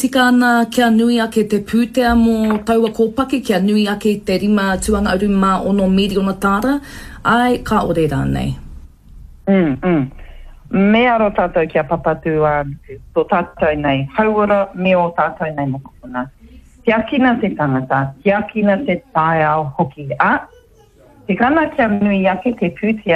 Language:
Māori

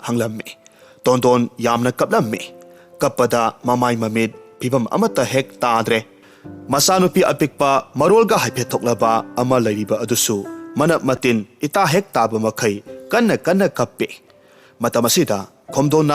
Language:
Manipuri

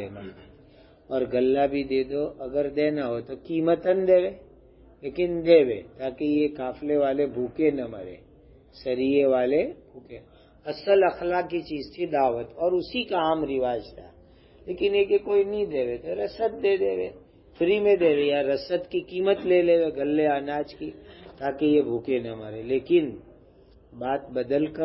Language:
Urdu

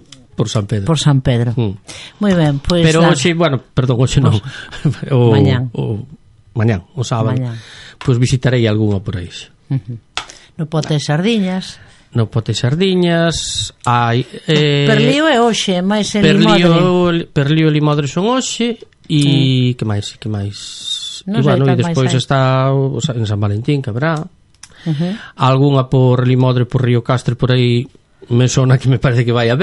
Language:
Galician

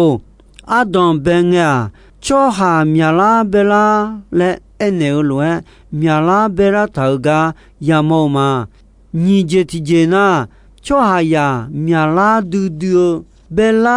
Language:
Akha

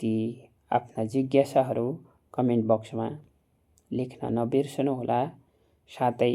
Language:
Nepali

